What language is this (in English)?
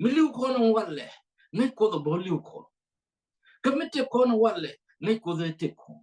Nuer